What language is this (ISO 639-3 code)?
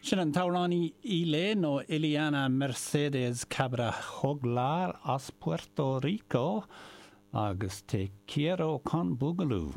gle